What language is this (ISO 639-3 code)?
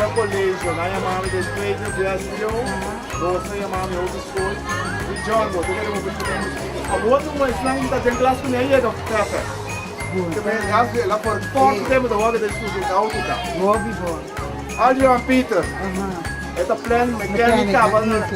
pap